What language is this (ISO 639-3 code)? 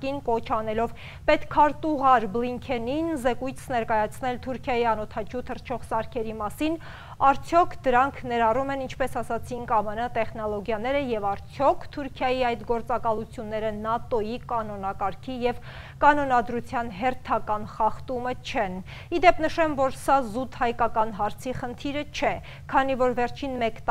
hye